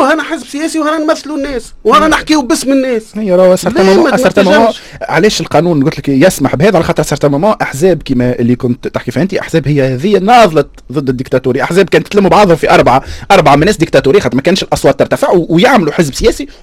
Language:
Tunisian Arabic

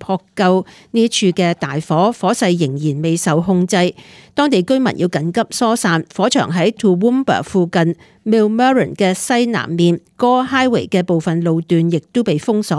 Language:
Cantonese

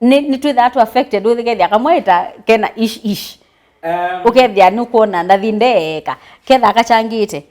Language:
Kamba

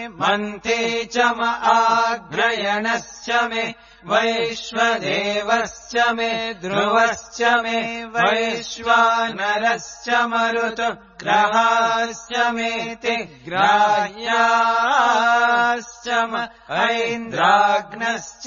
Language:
Sanskrit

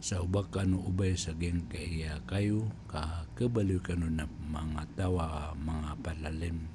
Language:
Maranao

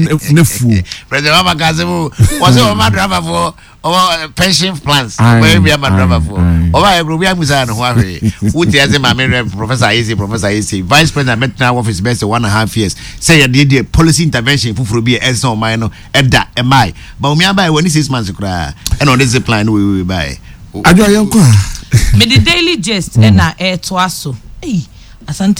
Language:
Akan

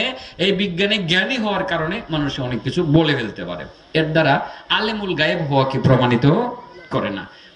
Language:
Bangla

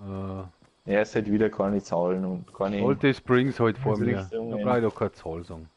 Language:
Bavarian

